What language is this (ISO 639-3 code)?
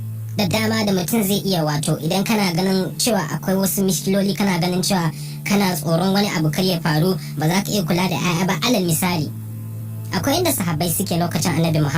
hau